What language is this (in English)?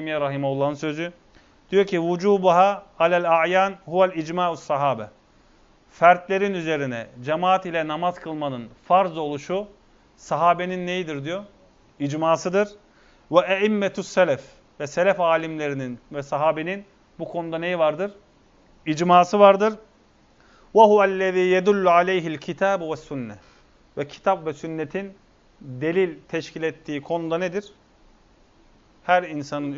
Turkish